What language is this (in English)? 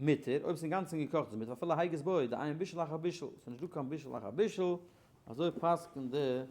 Yiddish